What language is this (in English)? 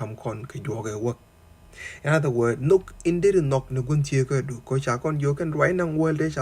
Nuer